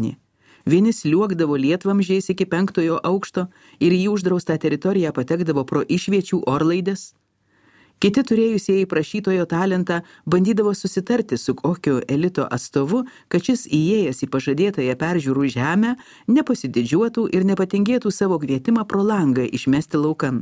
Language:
Lithuanian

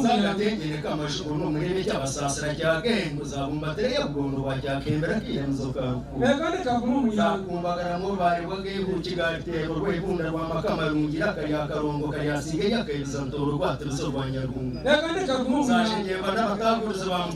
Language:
Nyankole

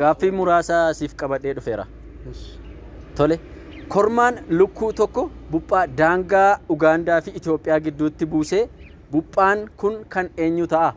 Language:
Oromo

